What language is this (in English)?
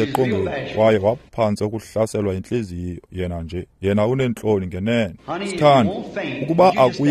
Xhosa